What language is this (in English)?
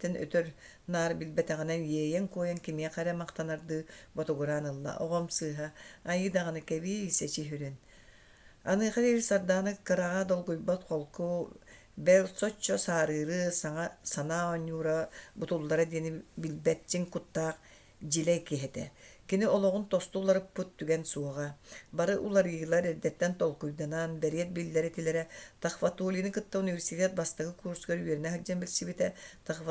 Yakut